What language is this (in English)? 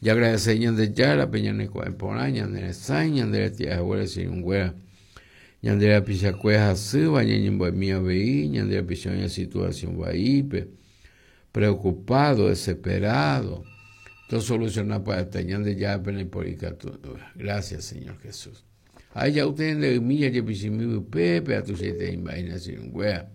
Guarani